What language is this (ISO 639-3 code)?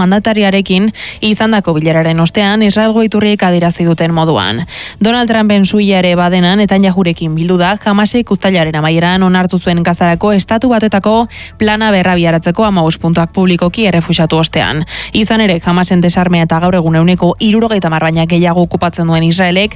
eus